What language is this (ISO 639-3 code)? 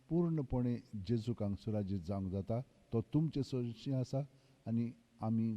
kok